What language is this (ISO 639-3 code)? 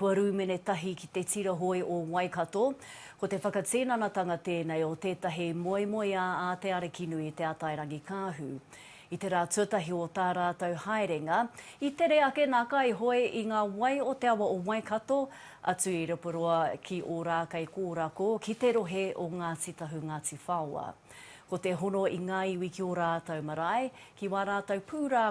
mri